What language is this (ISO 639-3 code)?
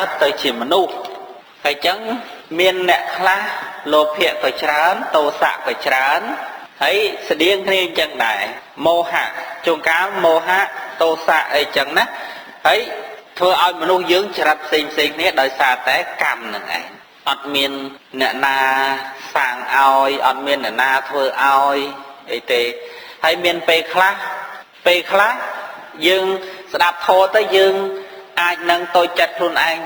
khm